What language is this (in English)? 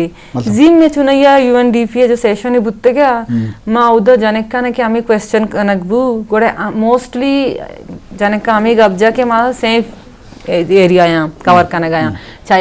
Eastern Balochi